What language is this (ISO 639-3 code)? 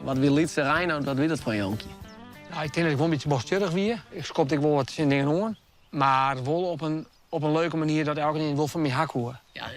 fry